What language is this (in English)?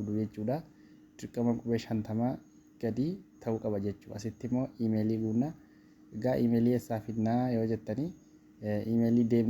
Oromo